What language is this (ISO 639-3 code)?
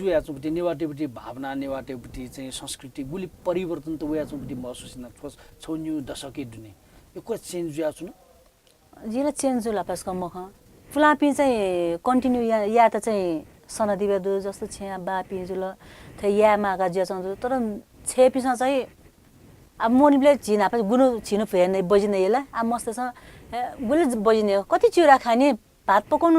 new